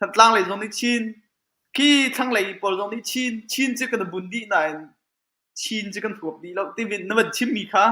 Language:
Hakha Chin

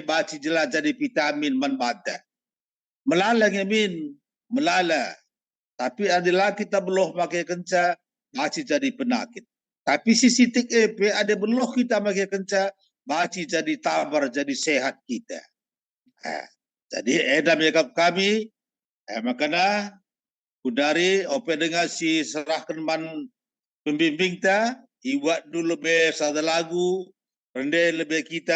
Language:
Batak Karo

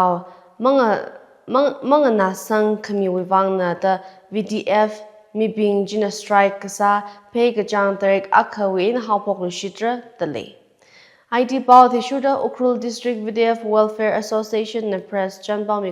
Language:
Tangkhul Naga (India)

